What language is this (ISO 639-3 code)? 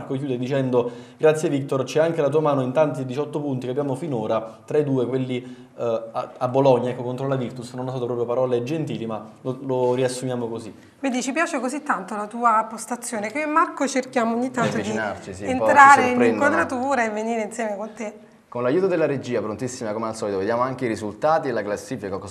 ita